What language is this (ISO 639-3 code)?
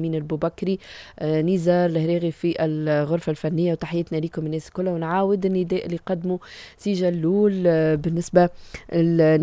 aeb